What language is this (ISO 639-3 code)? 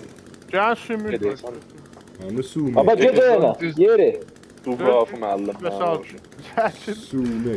azb